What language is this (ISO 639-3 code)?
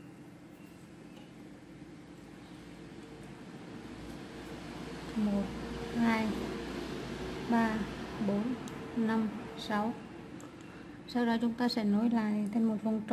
vie